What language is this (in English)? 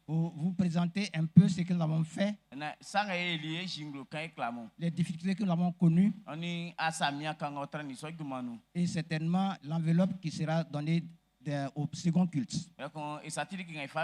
Baoulé